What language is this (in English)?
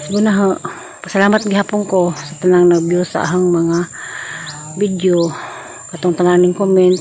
Cebuano